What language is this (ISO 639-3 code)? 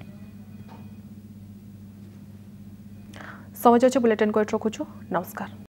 ori